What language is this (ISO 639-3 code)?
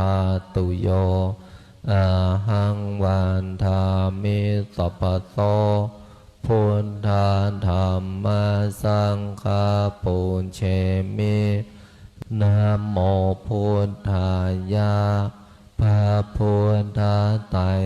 pli